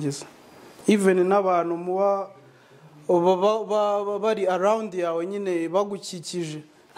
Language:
Kinyarwanda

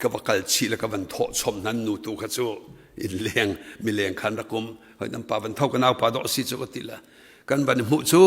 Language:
Hakha Chin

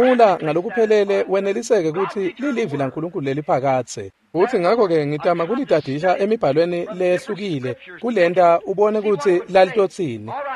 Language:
Swati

